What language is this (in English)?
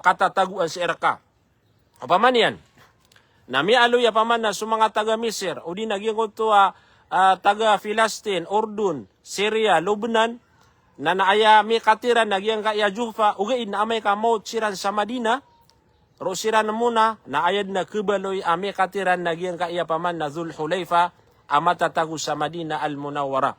Maranao